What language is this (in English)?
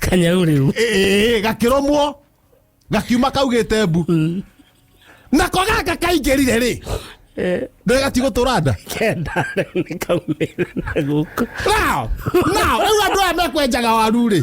Kikuyu